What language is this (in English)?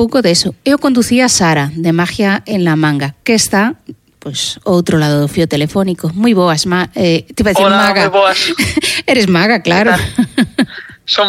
Galician